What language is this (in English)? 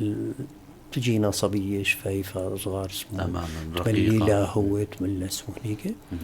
North Levantine Arabic